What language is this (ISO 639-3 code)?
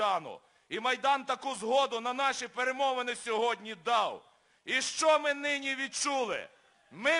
ukr